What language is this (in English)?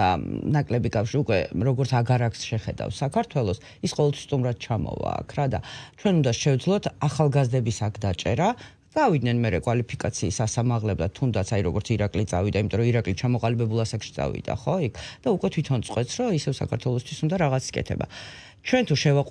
Georgian